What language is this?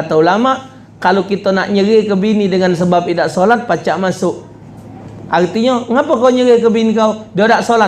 Musi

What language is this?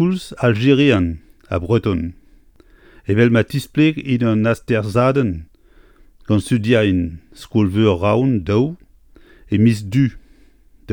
Breton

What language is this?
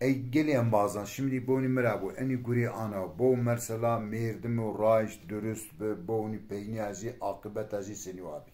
Zaza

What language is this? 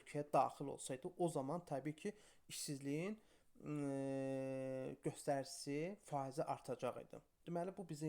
Azerbaijani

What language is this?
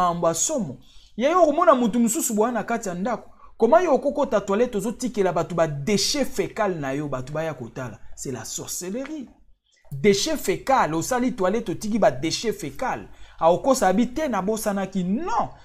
Lingala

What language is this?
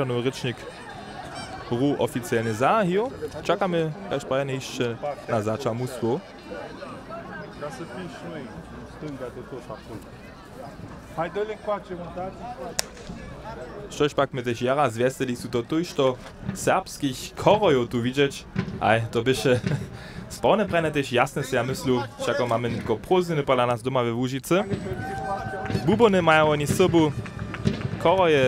Upper Sorbian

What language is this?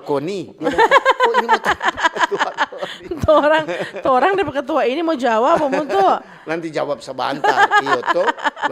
Manado Malay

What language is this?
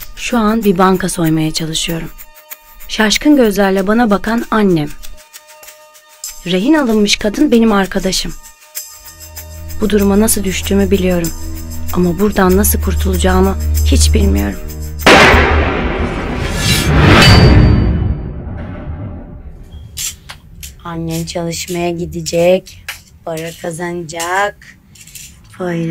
Turkish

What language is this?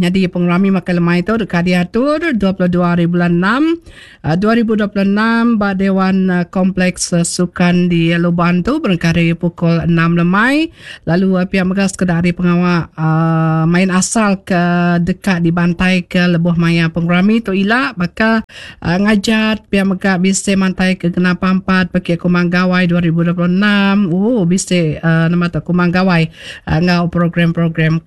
Iban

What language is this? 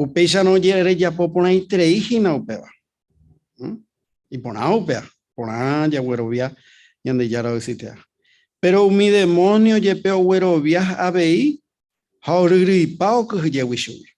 Guarani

